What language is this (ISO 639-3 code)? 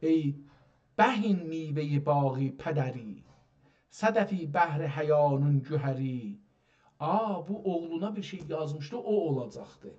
azb